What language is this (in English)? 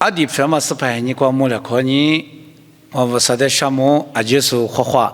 Lisu